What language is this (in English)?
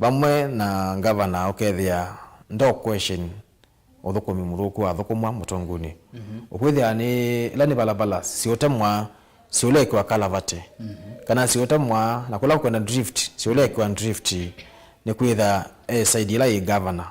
Kamba